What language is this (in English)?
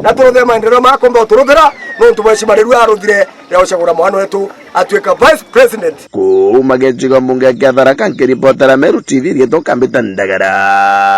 Meru